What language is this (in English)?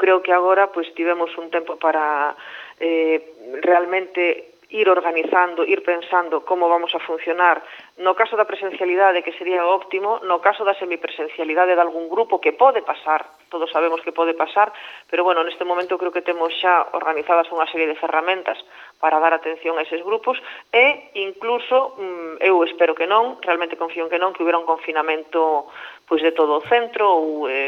Galician